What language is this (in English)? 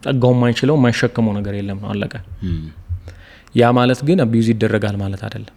Amharic